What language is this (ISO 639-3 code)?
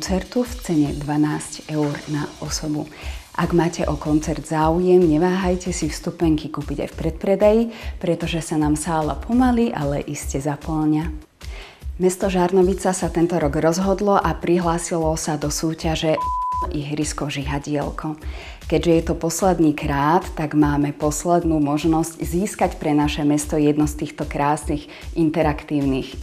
slk